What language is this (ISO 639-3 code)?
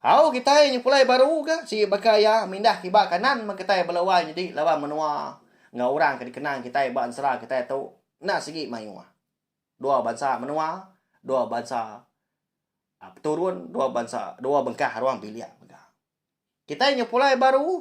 iba